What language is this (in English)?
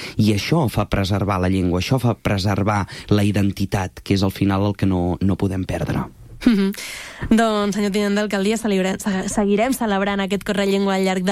Catalan